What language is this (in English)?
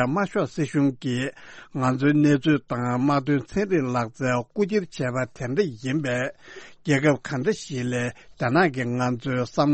Tibetan